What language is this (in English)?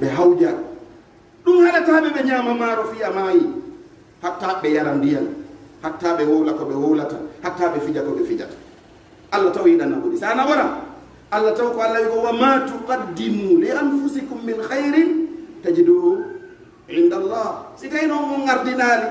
Pular